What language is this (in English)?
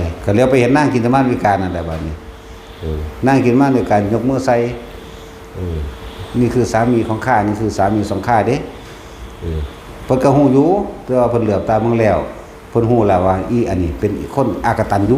Northeastern Thai